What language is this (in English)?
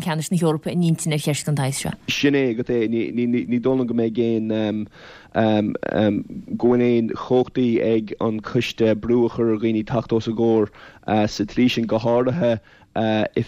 Irish